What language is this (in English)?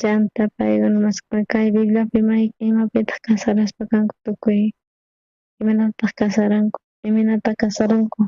South Bolivian Quechua